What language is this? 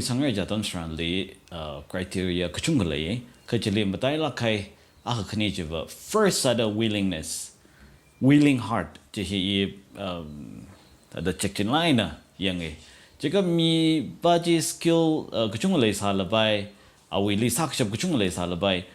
Tangkhul Naga (India)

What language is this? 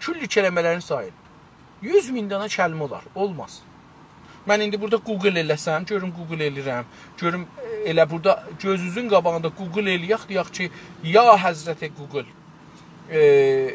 South Azerbaijani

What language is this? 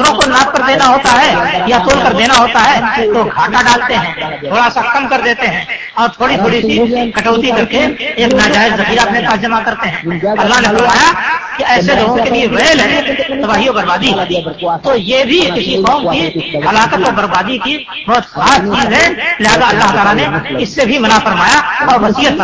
Urdu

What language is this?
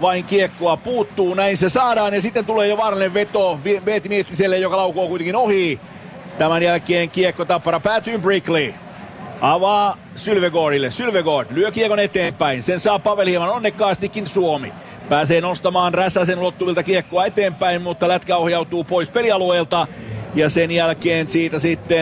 Finnish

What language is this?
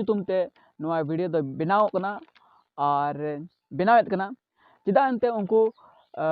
Santali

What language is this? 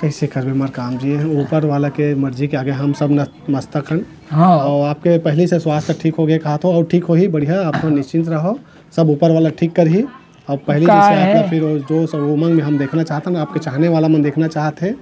Chhattisgarhi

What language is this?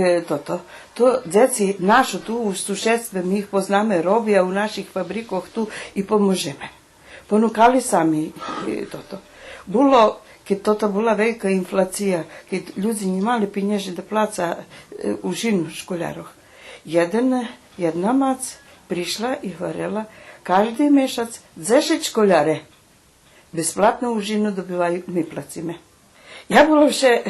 Rusyn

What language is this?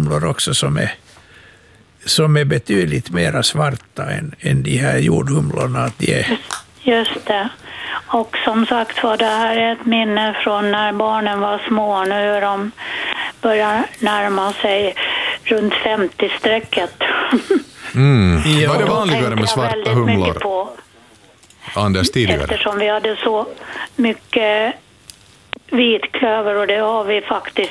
Swedish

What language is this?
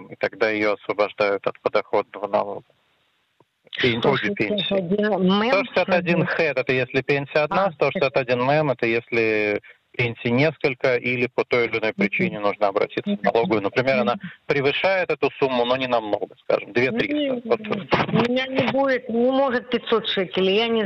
Russian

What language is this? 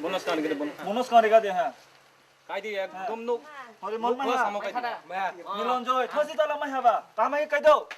Riang (India)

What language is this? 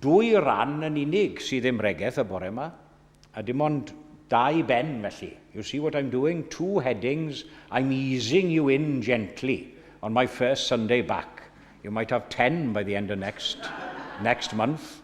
Welsh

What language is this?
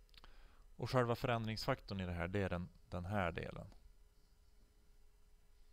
Swedish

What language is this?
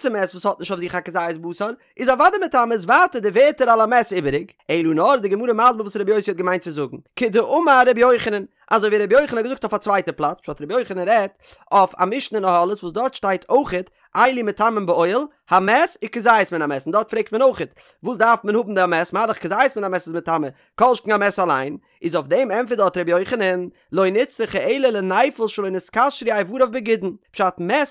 Yiddish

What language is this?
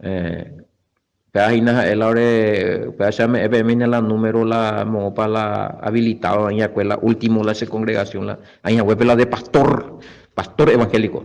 Guarani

